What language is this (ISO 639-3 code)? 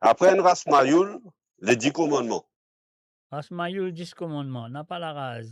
mfe